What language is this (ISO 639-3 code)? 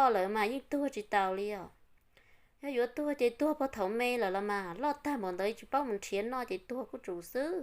hmn